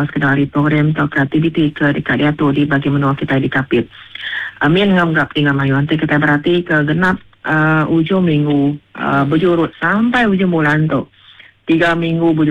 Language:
Iban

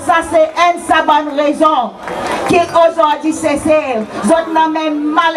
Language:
Seselwa Creole French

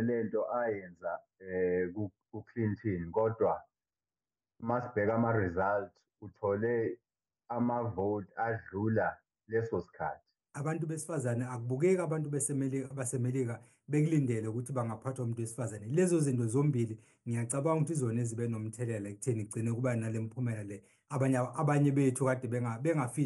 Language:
Zulu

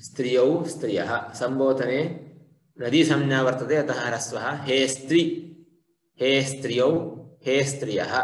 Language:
Sanskrit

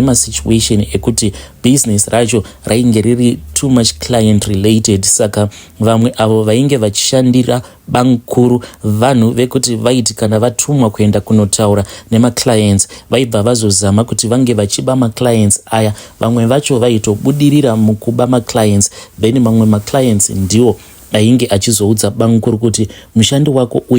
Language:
Shona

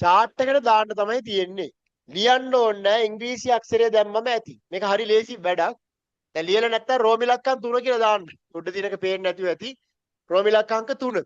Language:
Sinhala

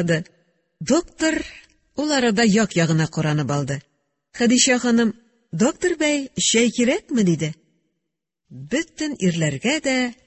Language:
Tatar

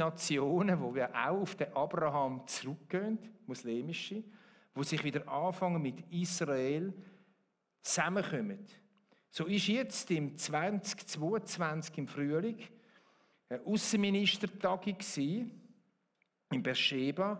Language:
Swiss German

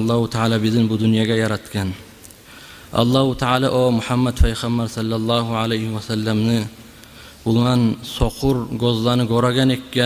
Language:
Kumyk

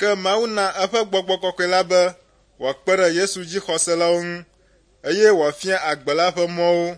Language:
Ewe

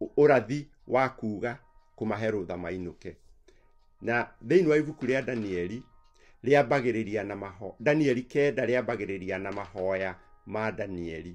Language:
Kikuyu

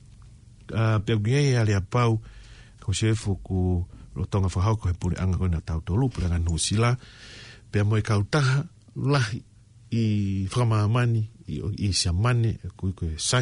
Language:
Tongan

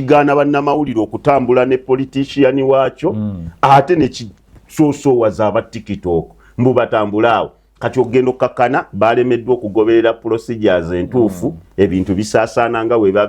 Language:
Ganda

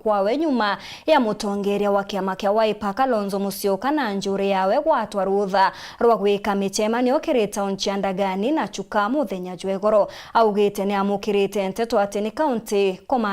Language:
Meru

